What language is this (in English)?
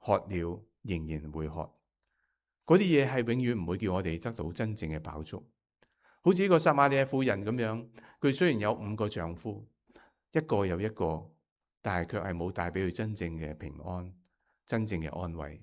Cantonese